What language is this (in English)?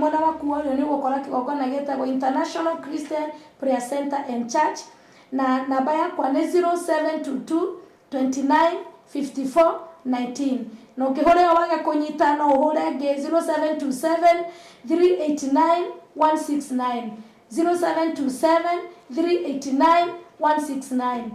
Kikuyu